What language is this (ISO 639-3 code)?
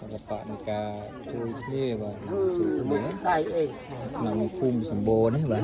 khm